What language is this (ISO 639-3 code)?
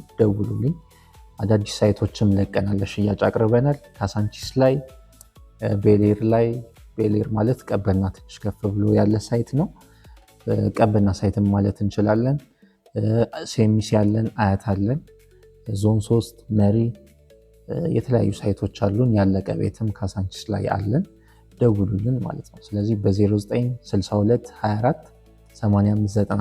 amh